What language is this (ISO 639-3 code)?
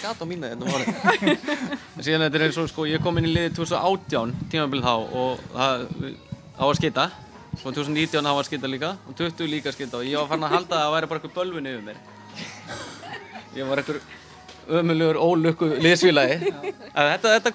isl